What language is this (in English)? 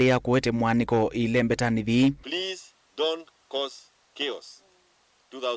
Kamba